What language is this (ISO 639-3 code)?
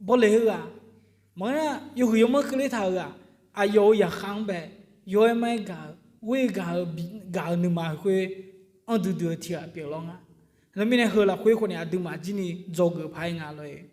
ahk